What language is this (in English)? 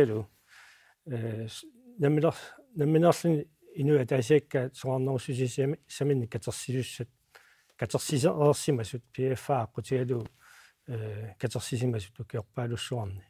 Kalaallisut